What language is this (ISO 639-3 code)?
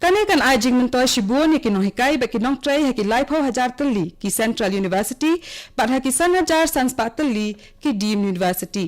kha